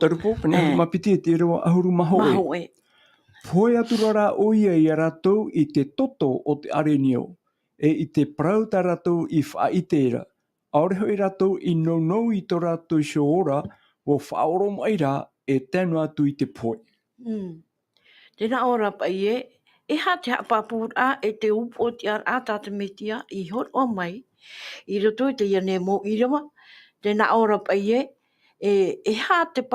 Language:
Tahitian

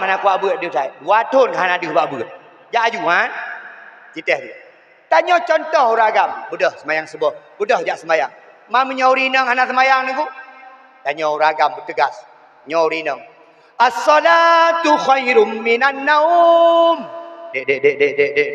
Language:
Achinese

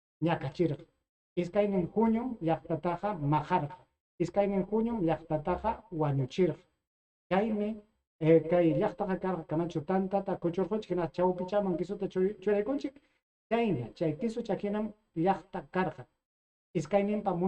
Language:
Ayacucho Quechua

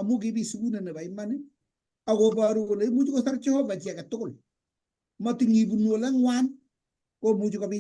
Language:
Kalenjin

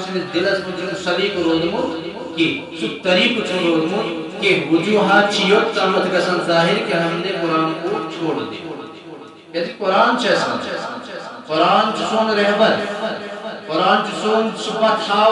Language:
Kashmiri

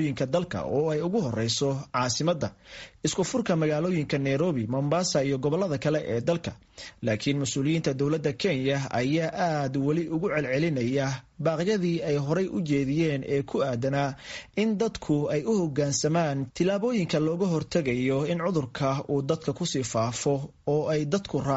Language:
Somali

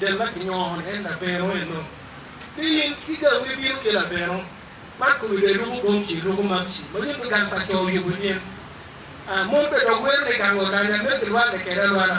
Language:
Acoli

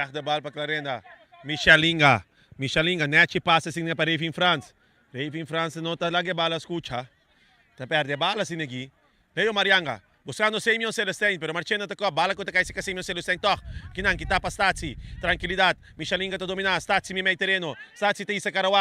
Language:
Papiamento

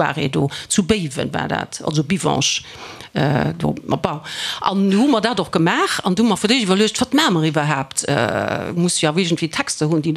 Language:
Luxembourgish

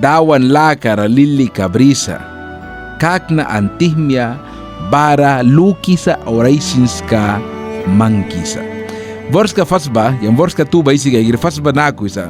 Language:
Mískito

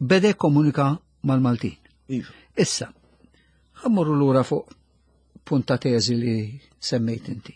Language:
Maltese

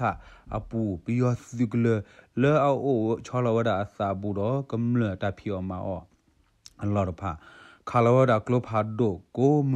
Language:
S'gaw Karen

